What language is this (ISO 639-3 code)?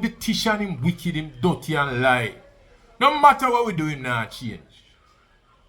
jam